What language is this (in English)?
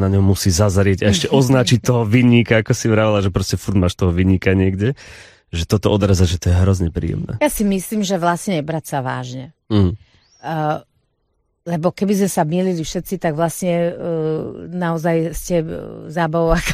Slovak